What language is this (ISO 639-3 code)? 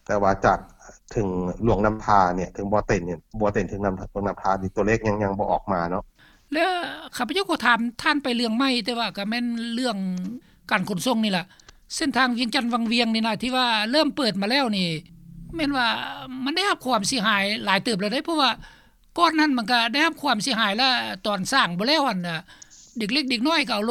lao